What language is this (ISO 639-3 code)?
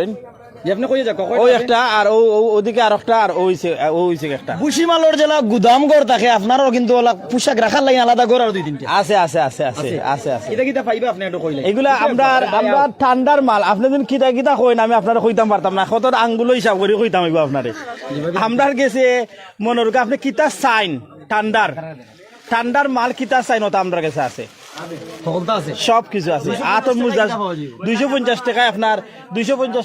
syl